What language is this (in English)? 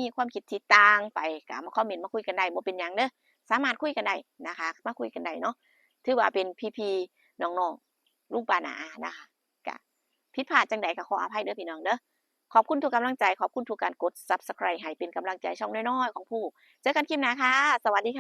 Northeastern Thai